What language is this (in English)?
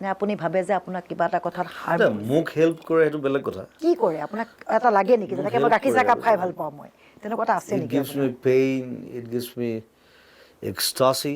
Assamese